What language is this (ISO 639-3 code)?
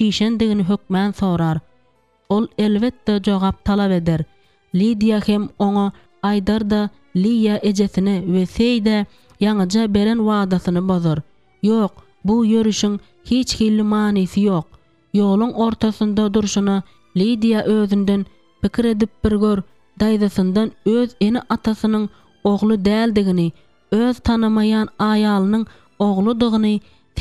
tuk